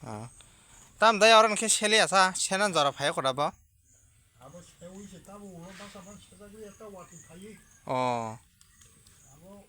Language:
Kok Borok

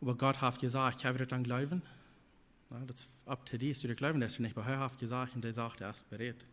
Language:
Plautdietsch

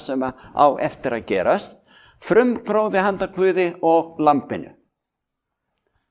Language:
Icelandic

